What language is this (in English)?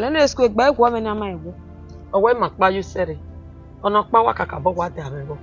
Bini